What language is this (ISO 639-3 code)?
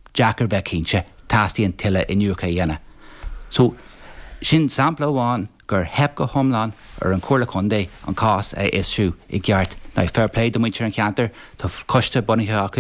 gle